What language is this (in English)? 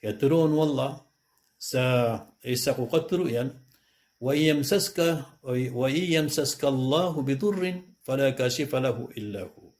Maranao